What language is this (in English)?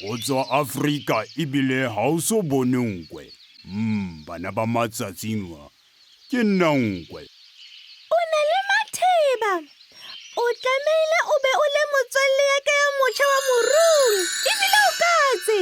Southern Sotho